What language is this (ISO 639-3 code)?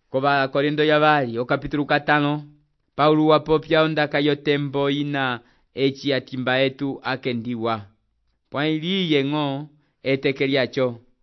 umb